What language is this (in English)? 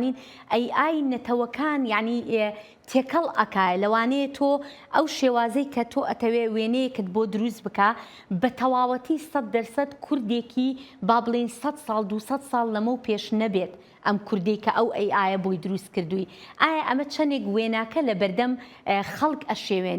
Central Kurdish